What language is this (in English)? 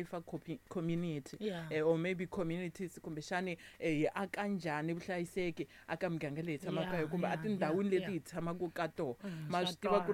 Tsonga